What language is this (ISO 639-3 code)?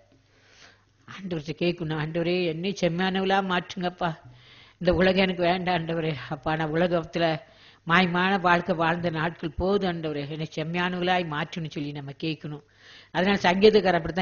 tam